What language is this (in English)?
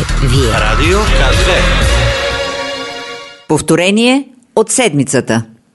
Bulgarian